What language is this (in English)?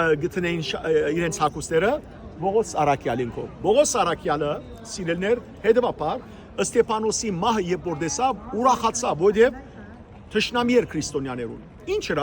Western Armenian